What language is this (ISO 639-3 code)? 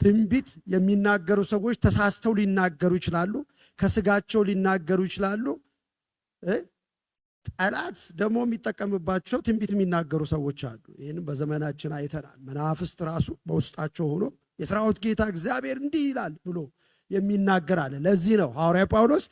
amh